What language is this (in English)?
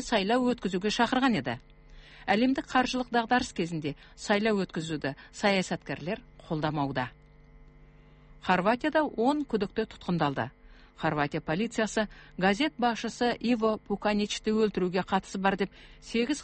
Kazakh